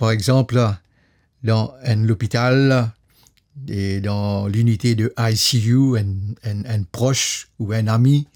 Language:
Morisyen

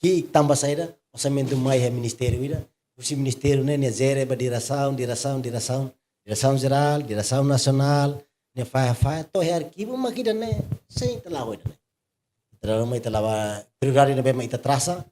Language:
Tetum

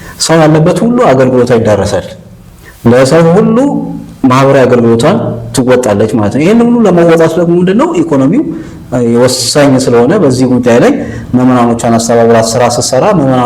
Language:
Amharic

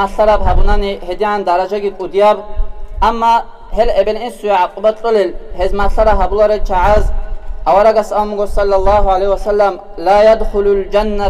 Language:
Avaric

